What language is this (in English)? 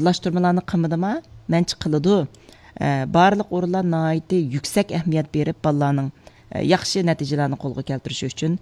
Uyghur